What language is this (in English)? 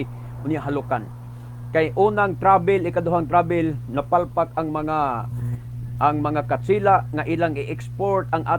Cebuano